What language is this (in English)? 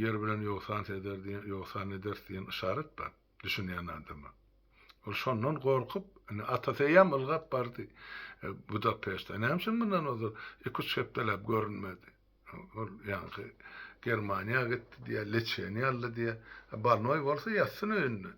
Turkmen